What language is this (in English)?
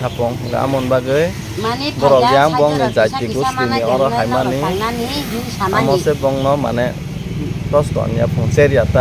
Kok Borok